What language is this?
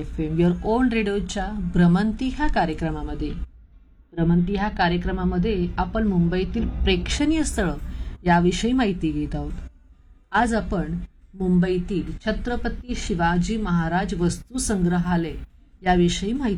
Marathi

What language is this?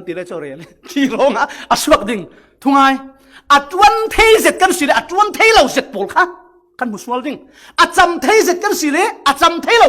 Falam Chin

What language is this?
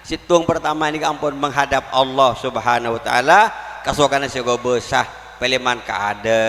Madurese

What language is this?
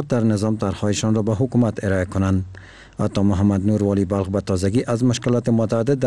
Persian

